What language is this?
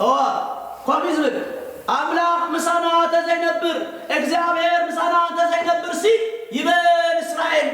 Tigrinya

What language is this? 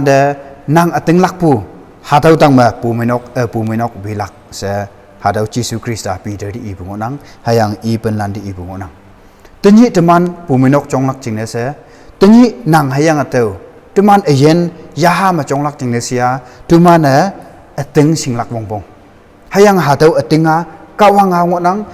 Konyak Naga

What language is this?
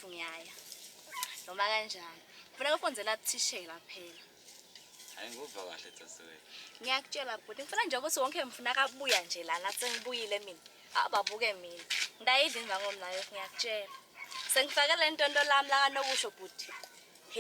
Swati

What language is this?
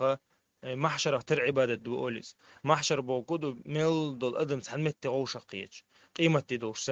Chechen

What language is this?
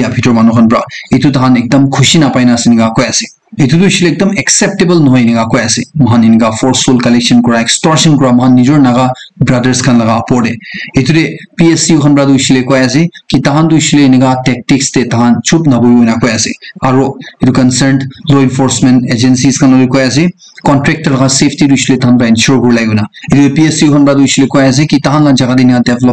Naga Pidgin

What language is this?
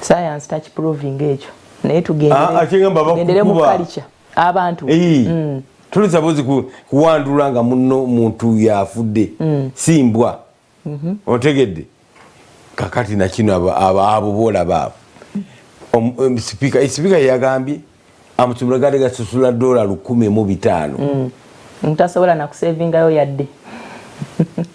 Ganda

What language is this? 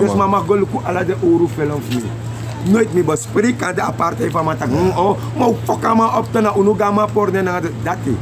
Sranan Tongo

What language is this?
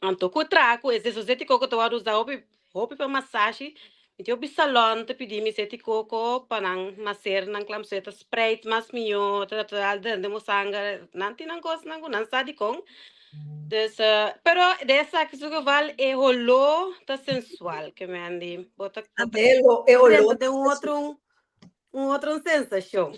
Papiamento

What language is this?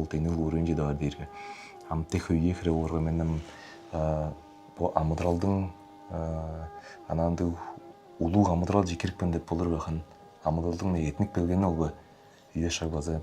Tuvinian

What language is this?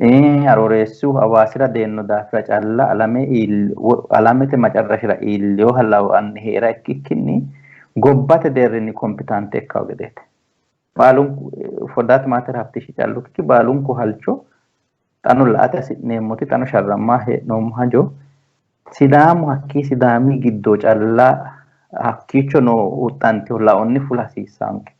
Sidamo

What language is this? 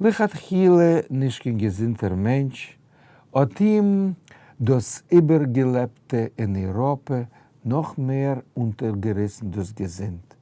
Yiddish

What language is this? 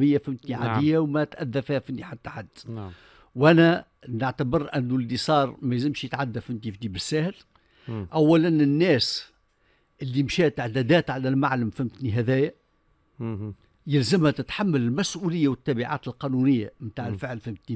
Tunisian Arabic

